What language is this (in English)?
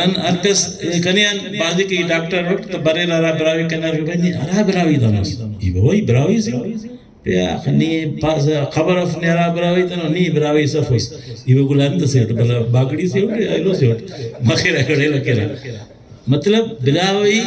Brahui